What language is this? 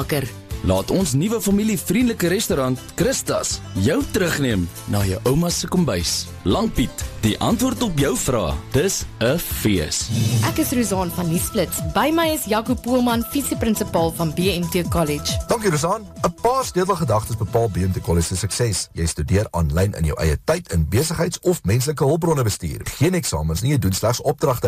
Afrikaans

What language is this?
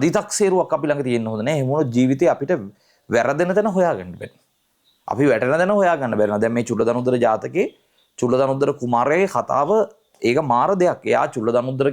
Sinhala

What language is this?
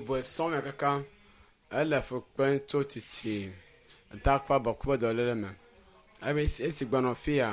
Ewe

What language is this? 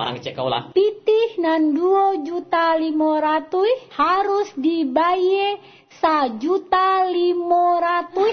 Minangkabau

